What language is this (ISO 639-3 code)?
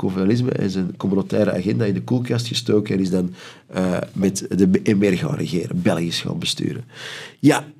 nld